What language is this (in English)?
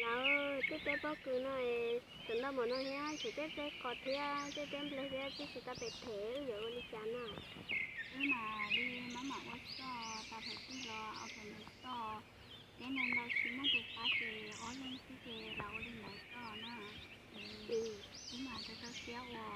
Hmong